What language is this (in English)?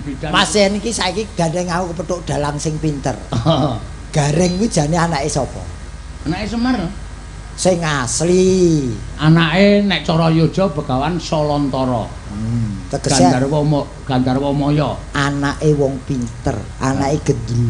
Javanese